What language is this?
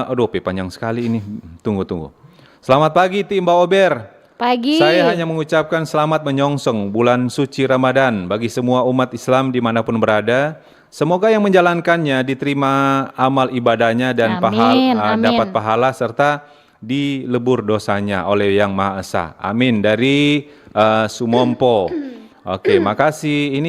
Manado Malay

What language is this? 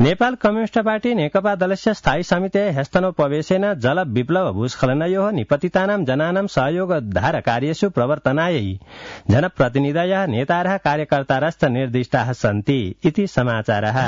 Sanskrit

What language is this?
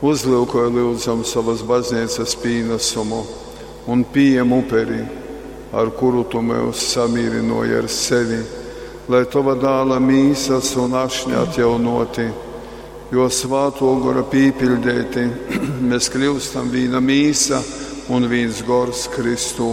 Latgalian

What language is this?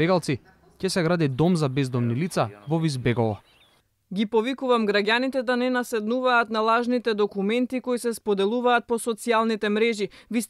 Macedonian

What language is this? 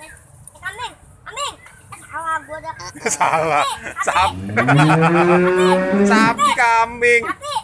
Betawi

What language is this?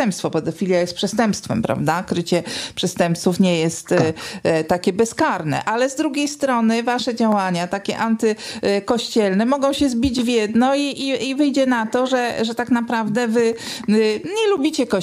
Polish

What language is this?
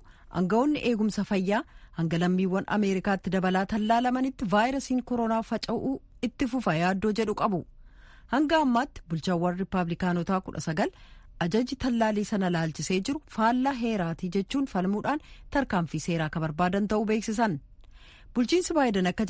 Oromo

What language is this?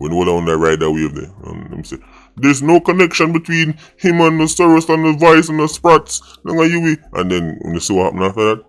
Jamaican Creole English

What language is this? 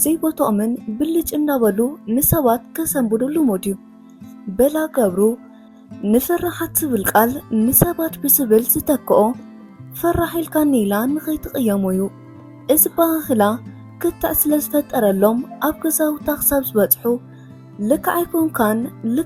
Tigrinya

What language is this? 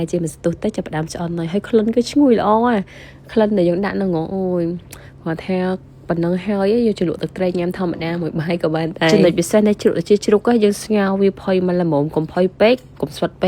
Khmer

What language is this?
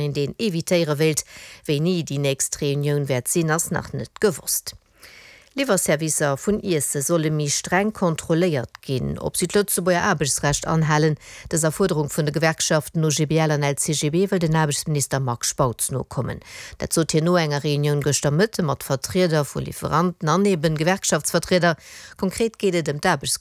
Luxembourgish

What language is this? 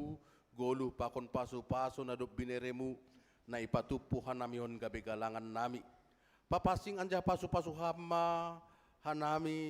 Batak Simalungun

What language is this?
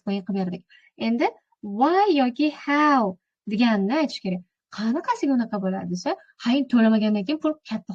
Uzbek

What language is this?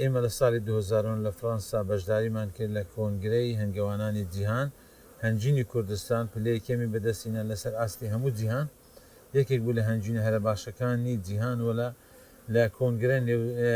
Central Kurdish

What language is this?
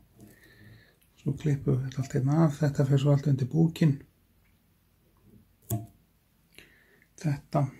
Icelandic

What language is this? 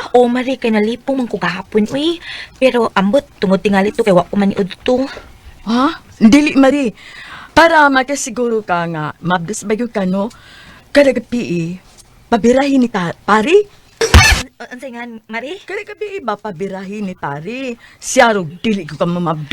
Cebuano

